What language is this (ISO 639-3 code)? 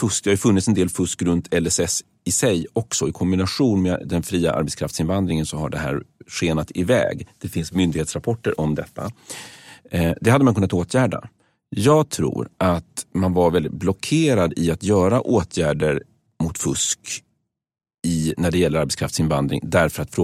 swe